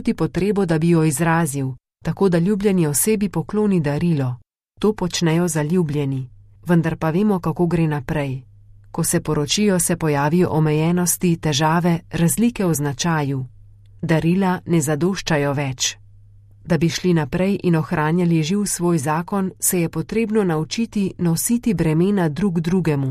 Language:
Slovenian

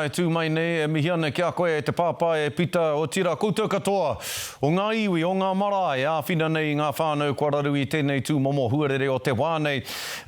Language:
Māori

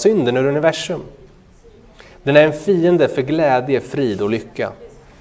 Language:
Swedish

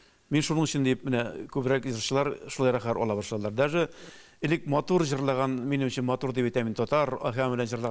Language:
Tatar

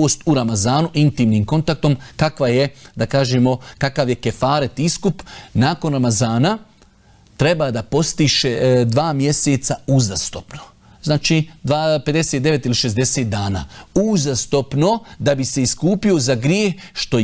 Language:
Bosnian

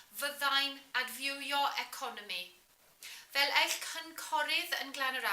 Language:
Welsh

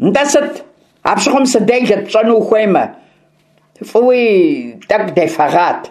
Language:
Kabardian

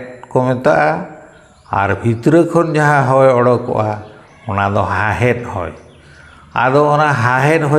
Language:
Santali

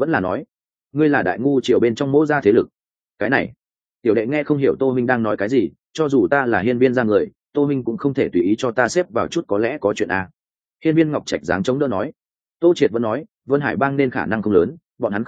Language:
Vietnamese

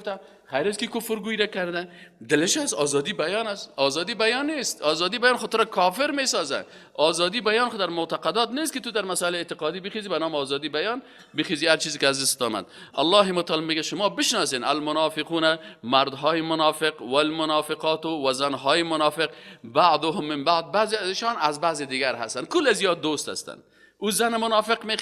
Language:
Persian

